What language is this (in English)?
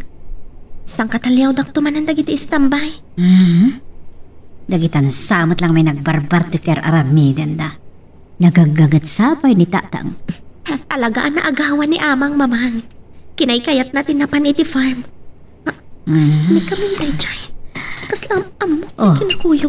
Iloko